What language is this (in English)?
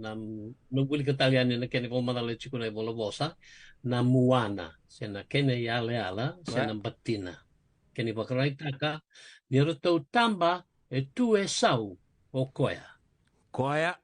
Fijian